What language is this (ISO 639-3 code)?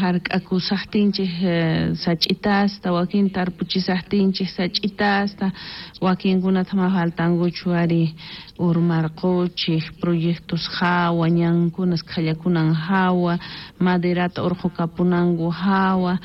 quh